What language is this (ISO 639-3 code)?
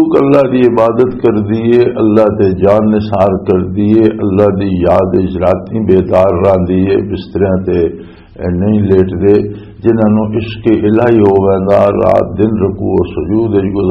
lah